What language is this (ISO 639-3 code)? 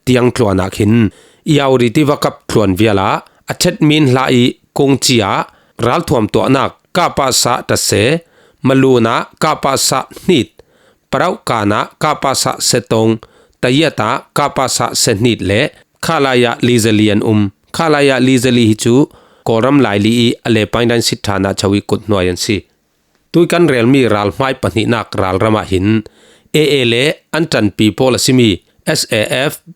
cfm